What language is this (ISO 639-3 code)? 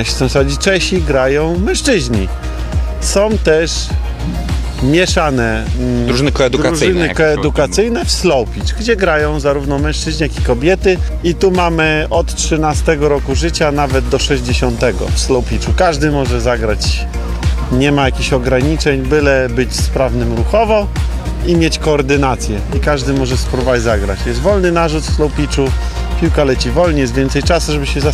pol